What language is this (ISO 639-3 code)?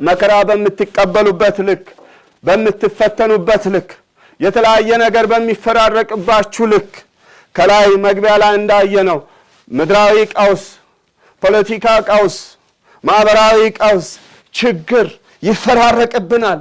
amh